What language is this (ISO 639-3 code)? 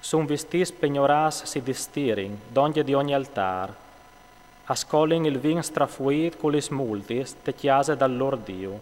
fur